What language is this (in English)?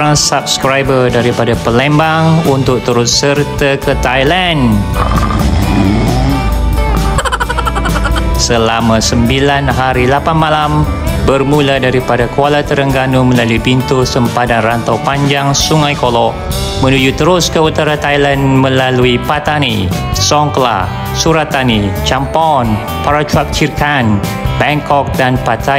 Malay